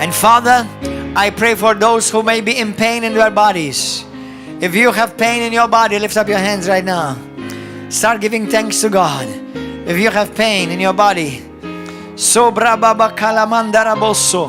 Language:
English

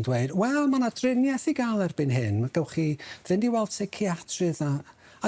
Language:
Welsh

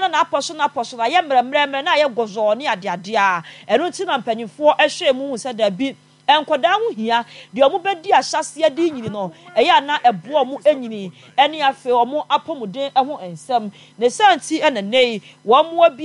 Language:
Akan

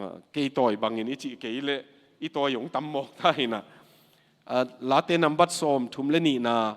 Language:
Tedim Chin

